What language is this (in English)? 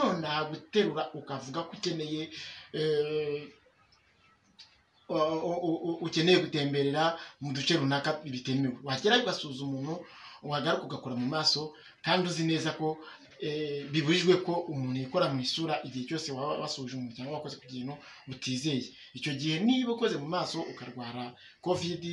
Kinyarwanda